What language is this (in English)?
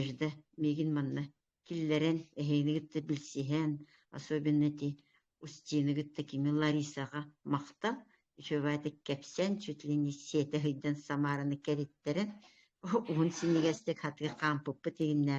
Yakut